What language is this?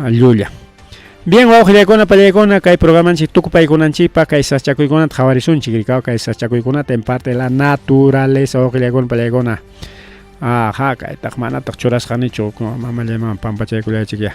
Ayacucho Quechua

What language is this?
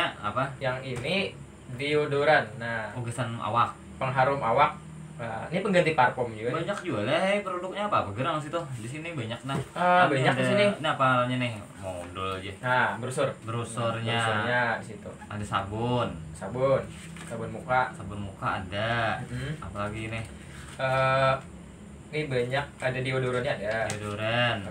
Banjar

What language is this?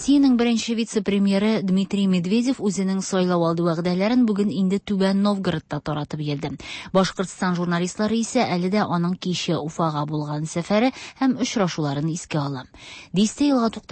Tatar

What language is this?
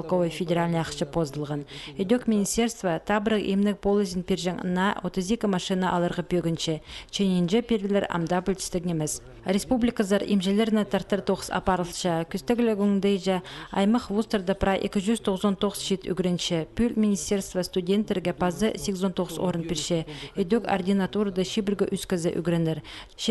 Khakas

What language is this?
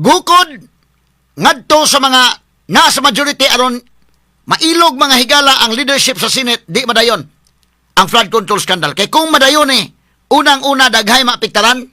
Cebuano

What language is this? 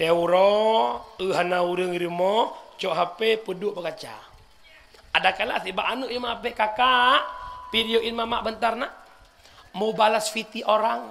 Achinese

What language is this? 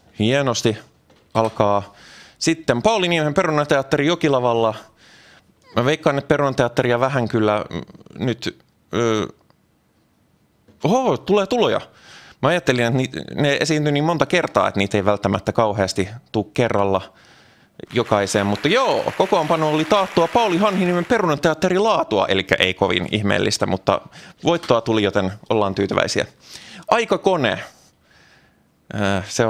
Finnish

